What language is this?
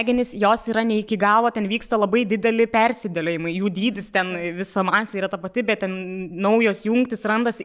Lithuanian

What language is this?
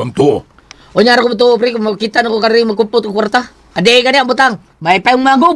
Cebuano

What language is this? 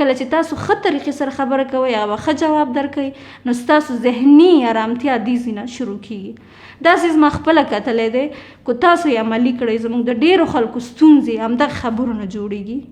Pashto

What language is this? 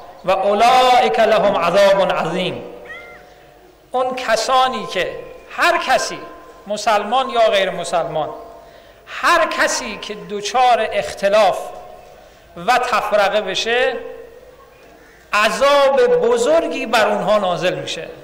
Persian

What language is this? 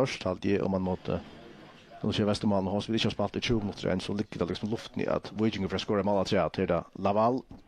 Faroese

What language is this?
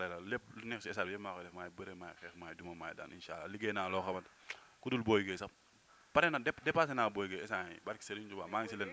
Wolof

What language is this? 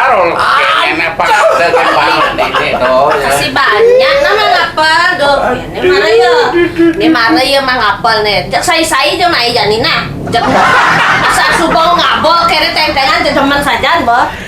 Balinese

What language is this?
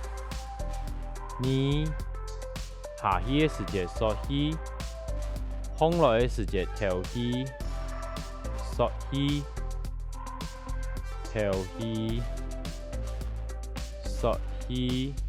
Hakka Chinese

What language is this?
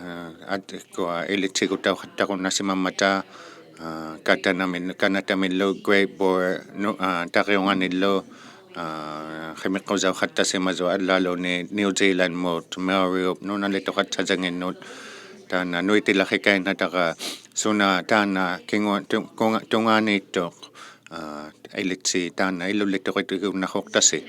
Inuktitut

